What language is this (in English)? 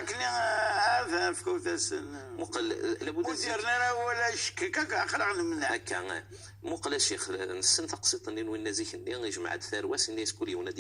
Moroccan Arabic